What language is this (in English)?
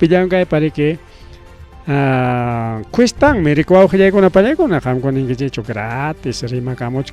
Ayacucho Quechua